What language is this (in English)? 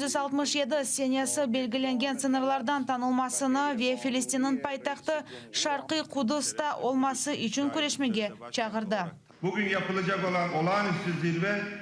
Crimean Tatar